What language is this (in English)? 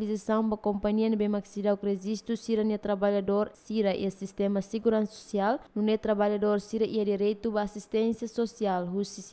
Tetum